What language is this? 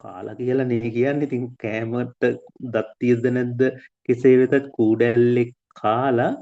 Sinhala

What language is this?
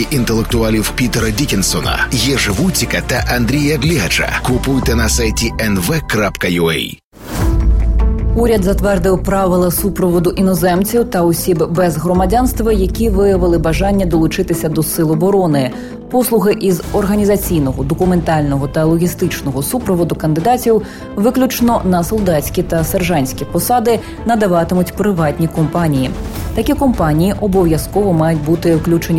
Ukrainian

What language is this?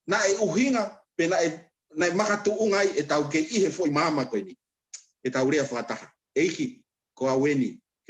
Tongan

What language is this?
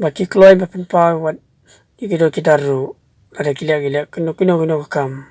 Khasi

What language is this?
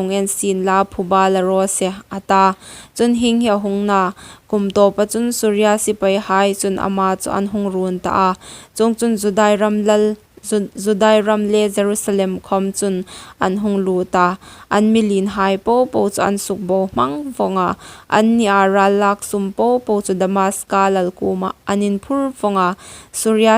Hmar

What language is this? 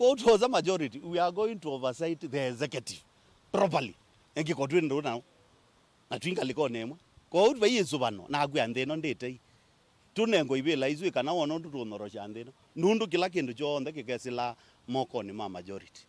Kamba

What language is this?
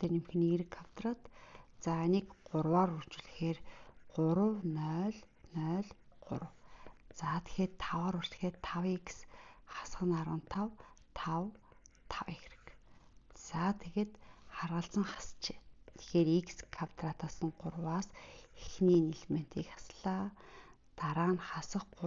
Mongolian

